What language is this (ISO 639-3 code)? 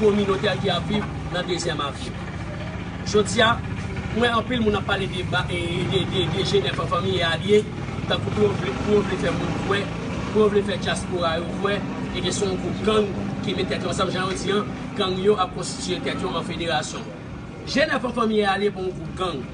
hat